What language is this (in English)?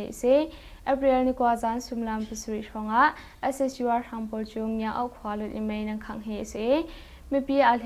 Hakha Chin